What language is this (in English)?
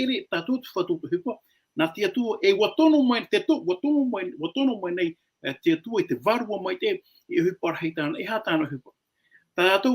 Tahitian